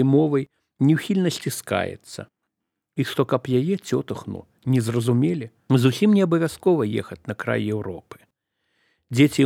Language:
Belarusian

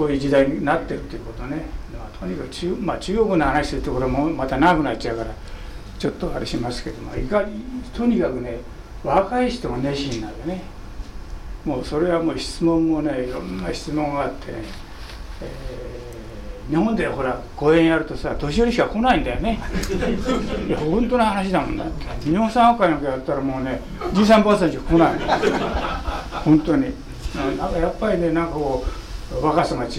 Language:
Japanese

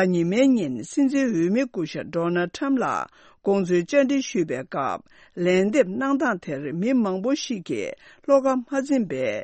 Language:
Tibetan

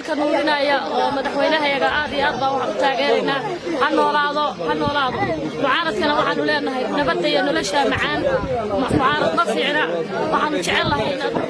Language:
Somali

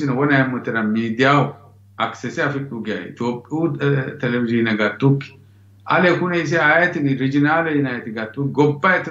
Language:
Sidamo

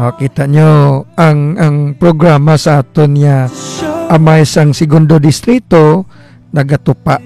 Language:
Hiligaynon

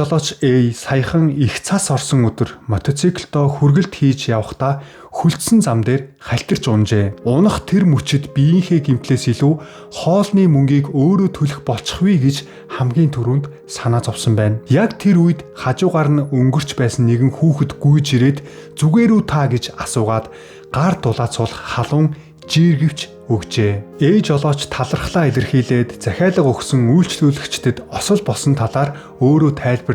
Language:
Mongolian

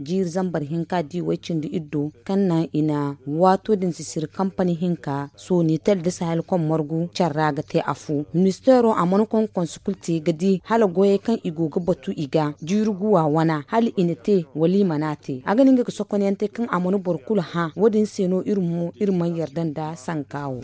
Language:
Zarma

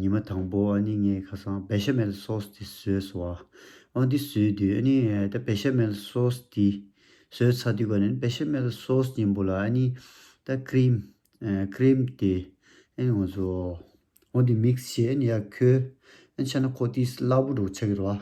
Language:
Tibetan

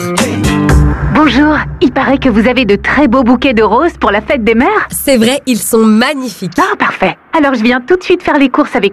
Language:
French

